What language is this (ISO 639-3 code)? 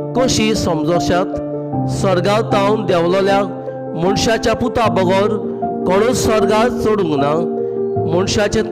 kok